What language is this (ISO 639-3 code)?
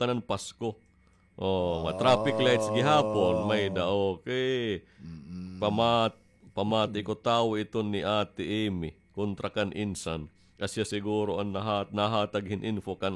war